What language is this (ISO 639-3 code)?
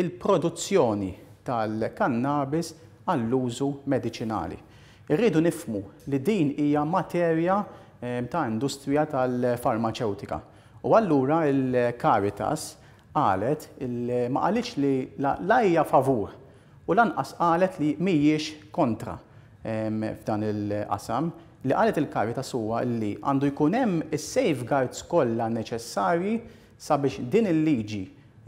mlt